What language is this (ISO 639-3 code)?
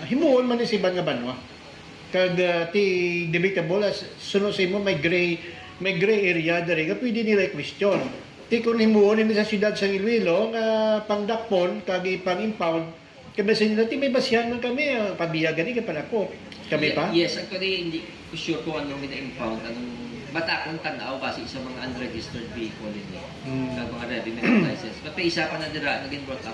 hil